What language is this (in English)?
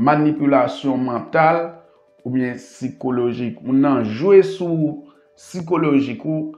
Haitian Creole